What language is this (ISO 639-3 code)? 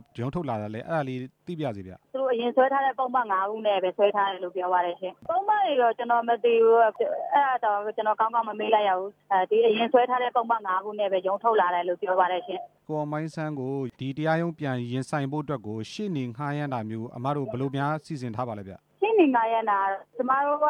mya